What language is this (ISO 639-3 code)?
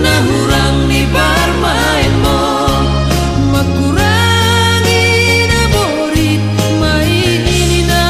bts